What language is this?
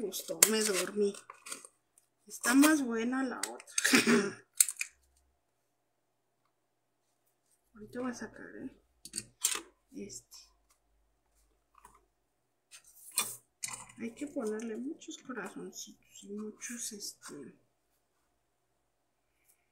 Spanish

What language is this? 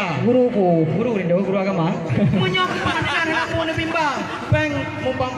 Achinese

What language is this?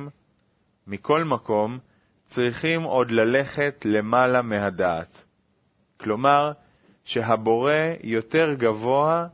Hebrew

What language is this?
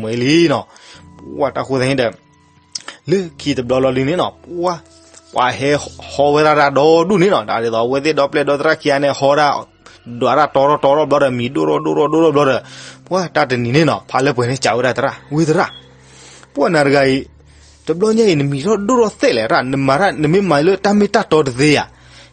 S'gaw Karen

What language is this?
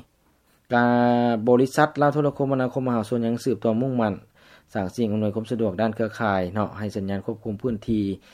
Lao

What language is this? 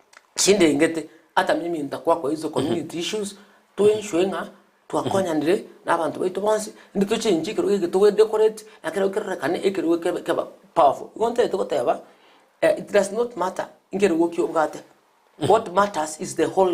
Gusii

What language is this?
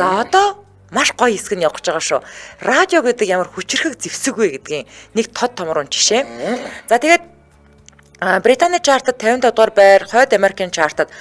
Mongolian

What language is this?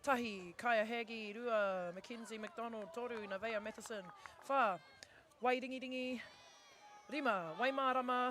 Māori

